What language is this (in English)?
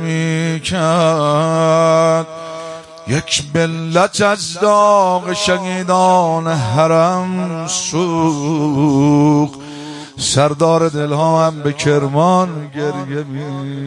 Persian